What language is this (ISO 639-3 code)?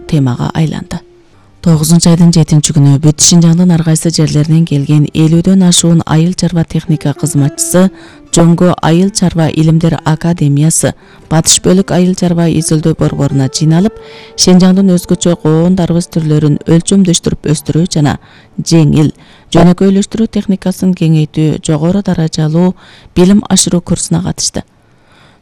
kir